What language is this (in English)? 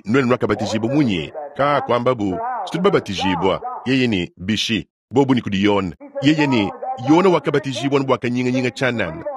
Luba-Lulua